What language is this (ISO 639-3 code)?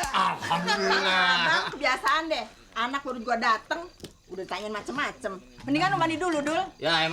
bew